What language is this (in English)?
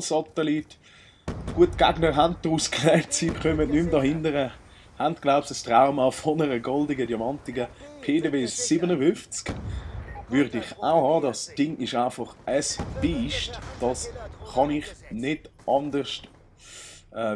Swiss German